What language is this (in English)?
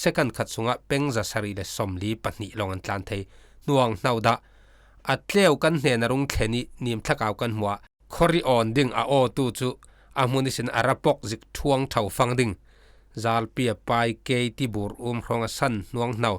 Falam Chin